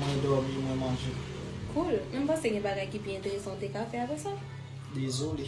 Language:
Haitian Creole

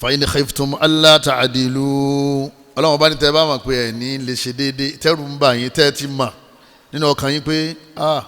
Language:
Yoruba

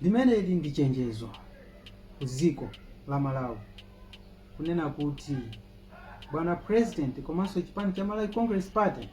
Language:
Nyanja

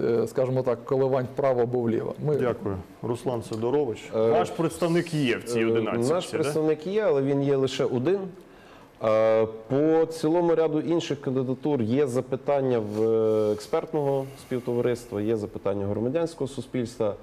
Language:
Ukrainian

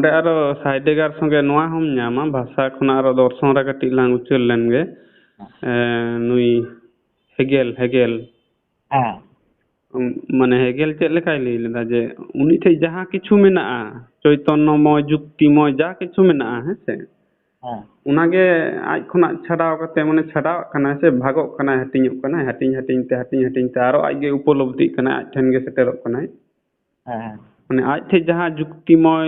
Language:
Santali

